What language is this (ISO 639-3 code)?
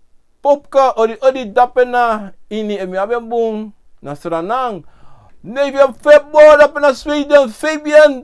srn